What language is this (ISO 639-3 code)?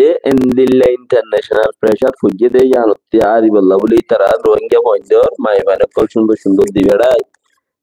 rhg